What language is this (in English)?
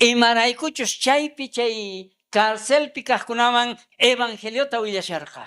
South Bolivian Quechua